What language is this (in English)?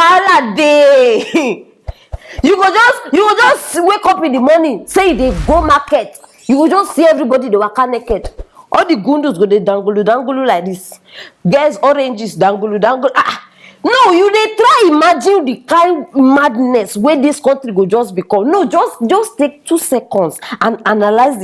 Nigerian Pidgin